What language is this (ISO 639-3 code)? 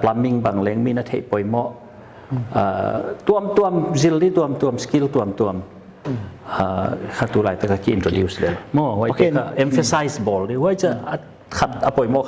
pck